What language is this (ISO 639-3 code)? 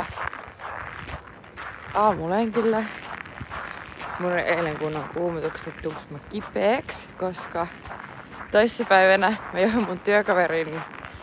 fin